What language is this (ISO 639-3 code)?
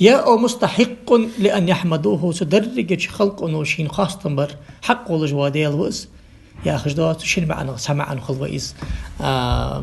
inh